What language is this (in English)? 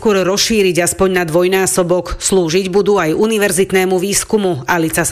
Slovak